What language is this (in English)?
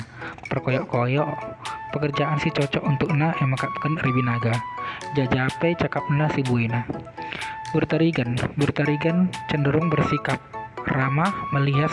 Batak Karo